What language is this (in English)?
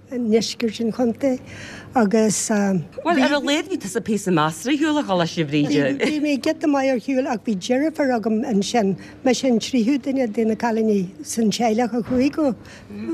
Irish